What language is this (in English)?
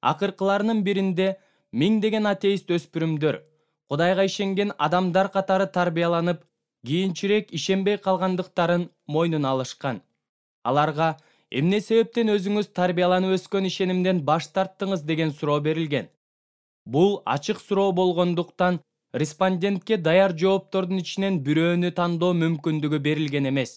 Kyrgyz